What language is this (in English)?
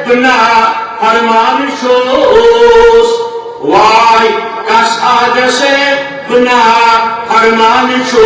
Kashmiri